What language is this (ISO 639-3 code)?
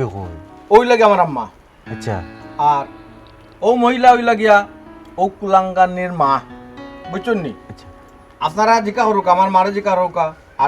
syl